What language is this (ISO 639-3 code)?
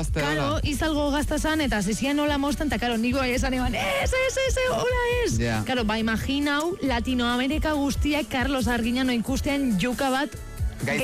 eus